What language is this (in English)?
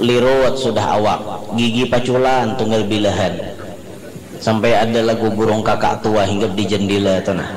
Banjar